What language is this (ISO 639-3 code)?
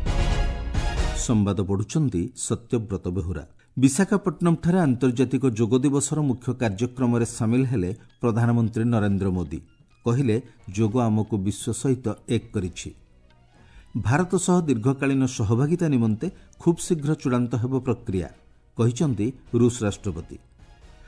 ori